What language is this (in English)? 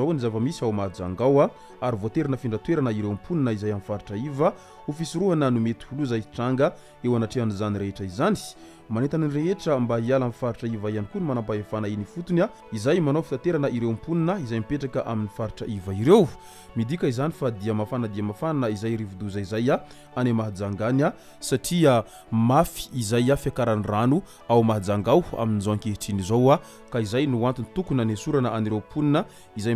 Malagasy